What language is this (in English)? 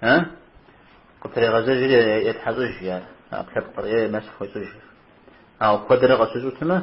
Kabardian